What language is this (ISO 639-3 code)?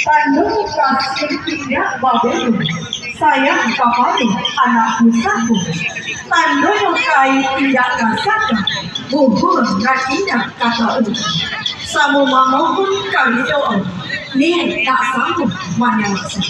min